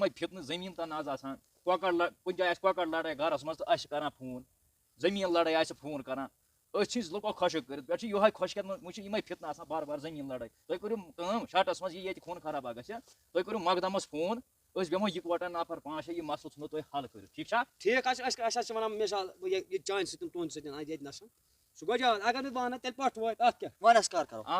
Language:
Kashmiri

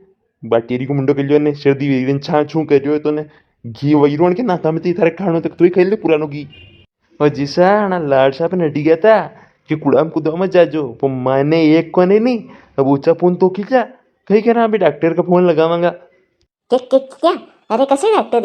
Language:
Rajasthani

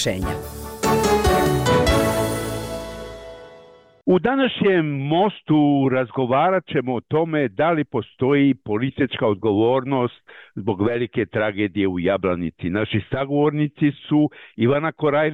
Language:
Bosnian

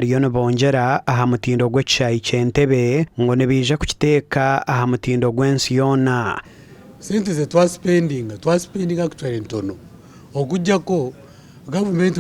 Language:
Nyankole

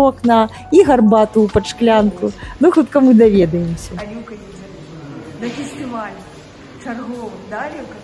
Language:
Belarusian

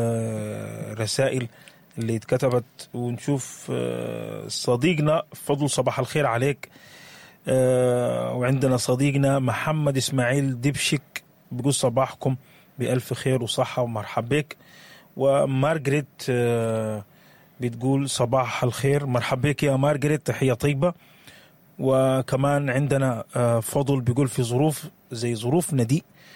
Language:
Sudanese Arabic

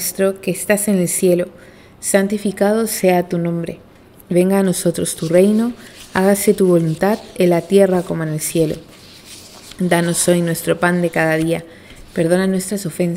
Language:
Spanish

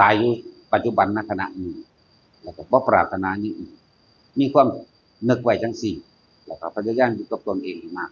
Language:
Northeastern Thai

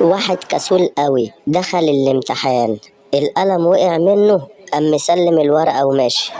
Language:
Egyptian Arabic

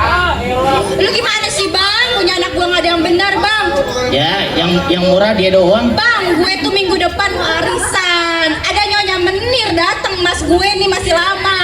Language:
Betawi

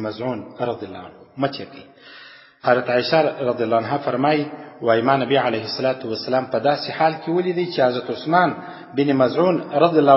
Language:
Pashto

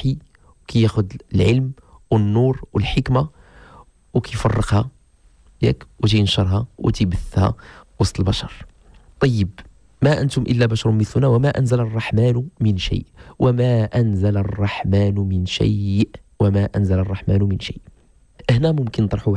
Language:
Moroccan Arabic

